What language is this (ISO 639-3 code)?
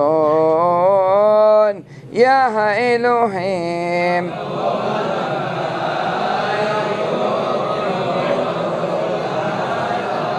heb